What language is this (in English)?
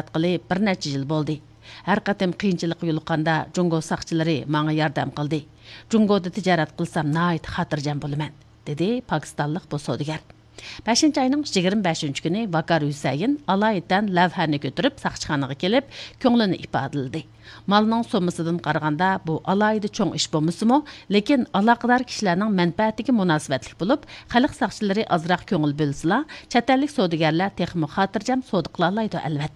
Uyghur